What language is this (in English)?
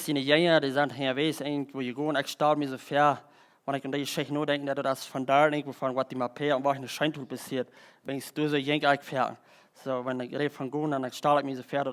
Plautdietsch